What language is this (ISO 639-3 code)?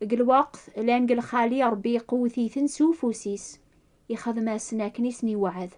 kab